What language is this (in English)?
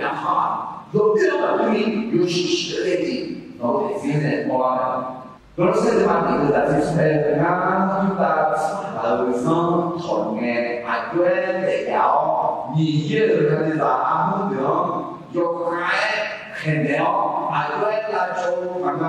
Akha